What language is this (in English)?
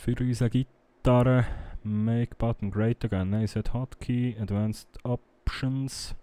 Swiss German